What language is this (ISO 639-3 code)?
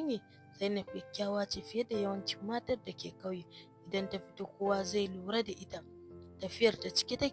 hau